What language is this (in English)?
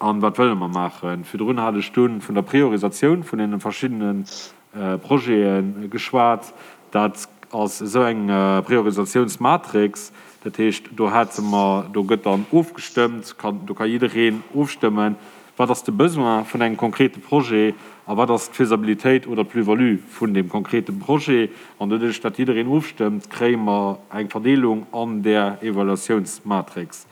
Luxembourgish